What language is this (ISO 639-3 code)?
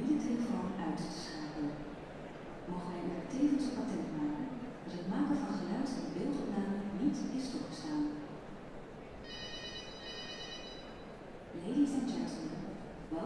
nld